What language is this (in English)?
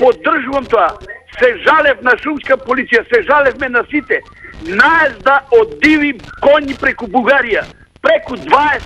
Macedonian